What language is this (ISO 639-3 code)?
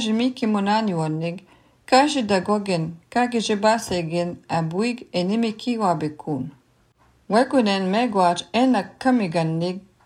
lav